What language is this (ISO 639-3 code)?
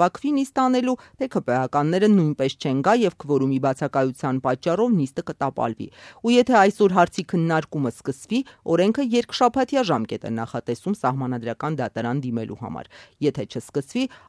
hye